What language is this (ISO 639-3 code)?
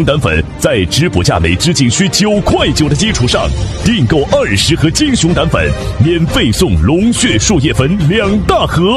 zho